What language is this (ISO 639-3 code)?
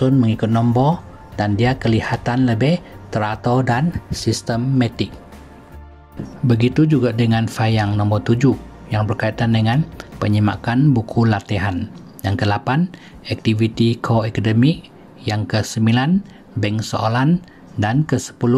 msa